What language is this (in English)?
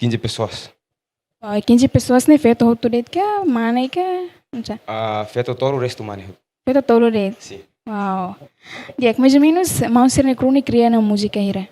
Tetum